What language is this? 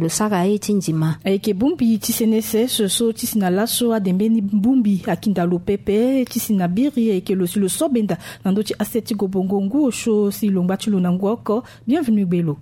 Sango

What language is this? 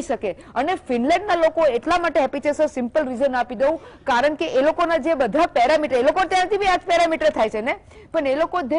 Gujarati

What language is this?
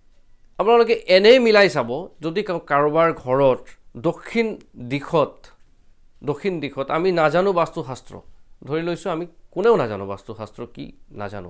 Assamese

